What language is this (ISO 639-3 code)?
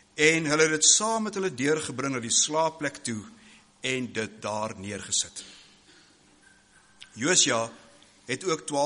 afr